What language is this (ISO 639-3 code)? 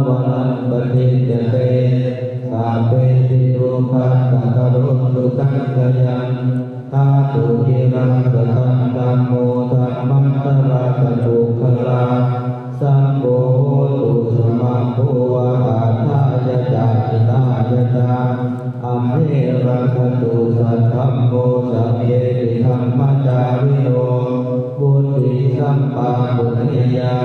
pli